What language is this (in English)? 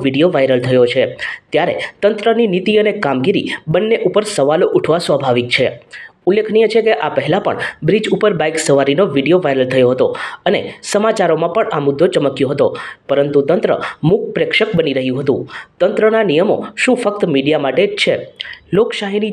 Gujarati